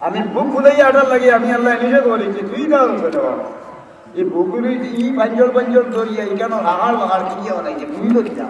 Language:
Sylheti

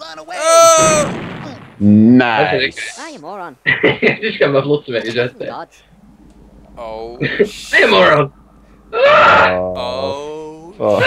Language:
Faroese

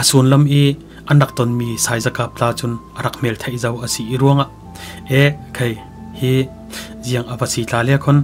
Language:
Falam Chin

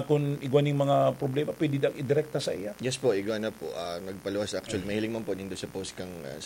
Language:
Bikol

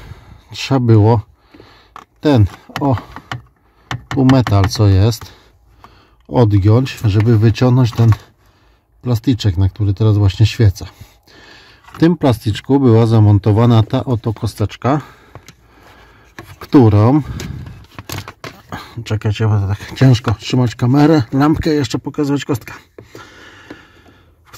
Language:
Polish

